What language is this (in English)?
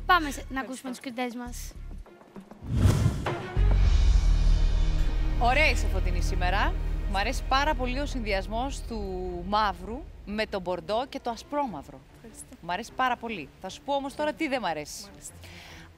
Greek